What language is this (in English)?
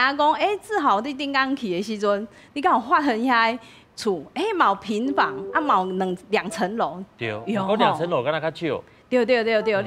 Min Nan Chinese